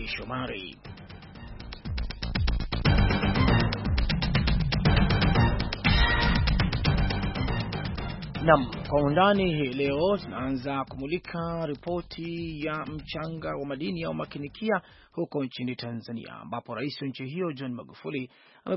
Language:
Swahili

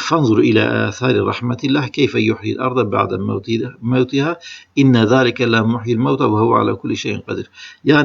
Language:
Kurdish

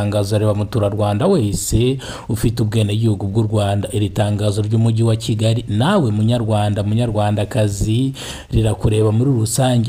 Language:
Kinyarwanda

